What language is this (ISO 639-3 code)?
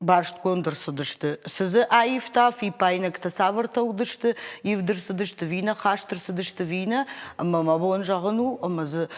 oss